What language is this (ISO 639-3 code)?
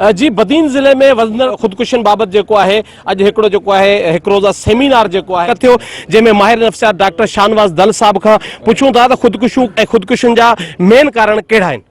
snd